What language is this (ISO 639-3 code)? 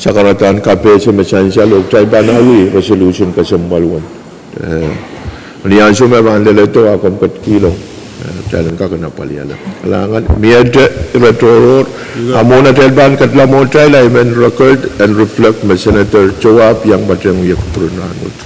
pon